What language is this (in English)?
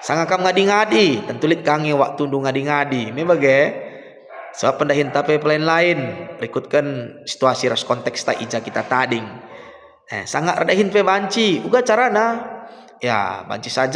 Batak Karo